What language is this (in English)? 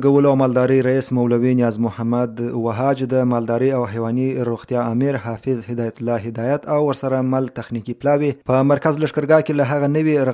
Pashto